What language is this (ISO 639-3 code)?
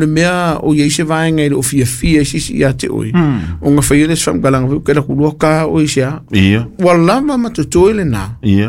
smo